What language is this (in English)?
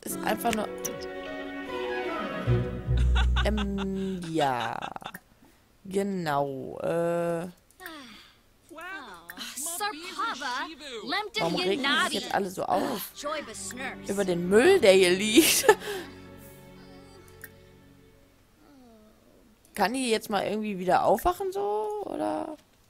German